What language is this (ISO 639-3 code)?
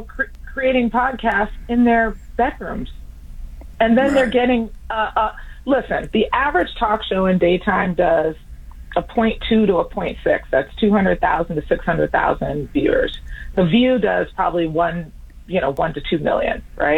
eng